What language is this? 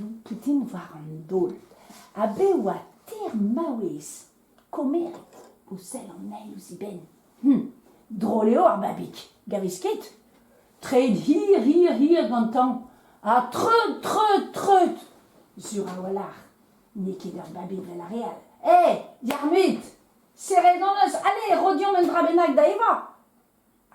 Breton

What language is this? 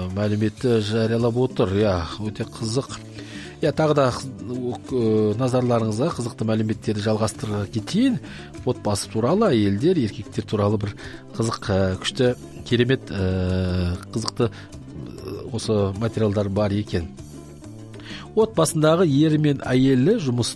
Kazakh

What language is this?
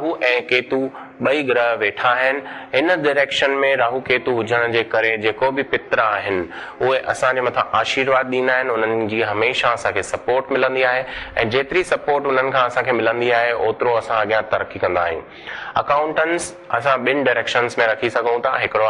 Sindhi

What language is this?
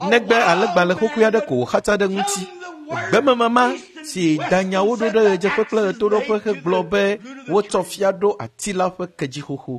Ewe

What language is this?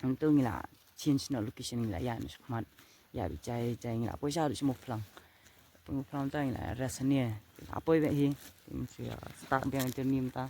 Khasi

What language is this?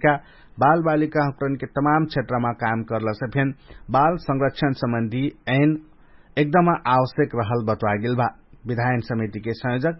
Dangaura Tharu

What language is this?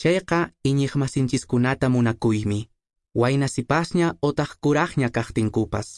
Quechua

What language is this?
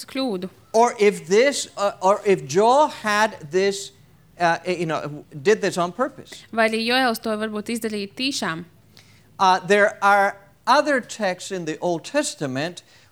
Latvian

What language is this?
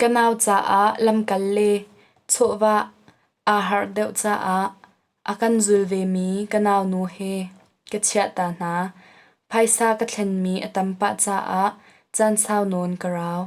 Hakha Chin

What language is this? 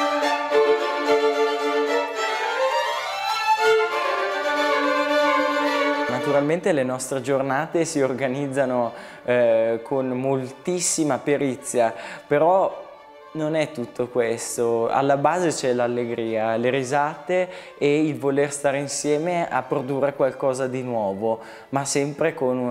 Italian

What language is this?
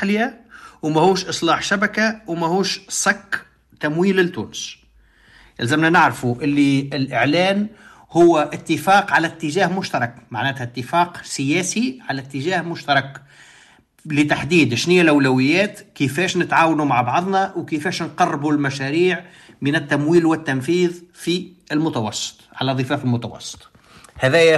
Tunisian Arabic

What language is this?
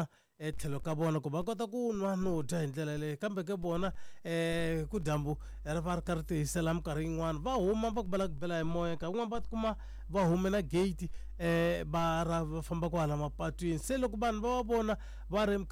Tsonga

